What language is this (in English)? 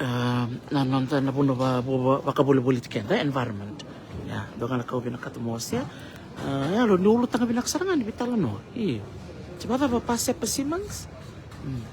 Fijian